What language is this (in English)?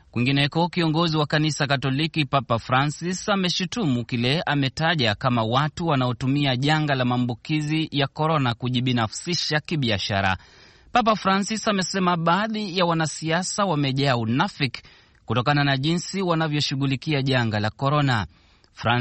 Swahili